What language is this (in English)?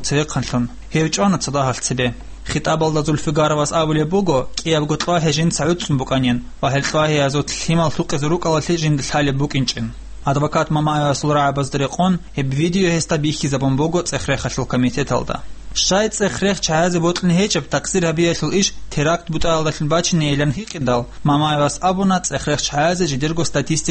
Avaric